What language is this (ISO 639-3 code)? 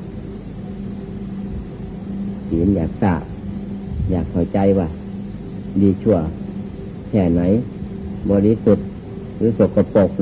tha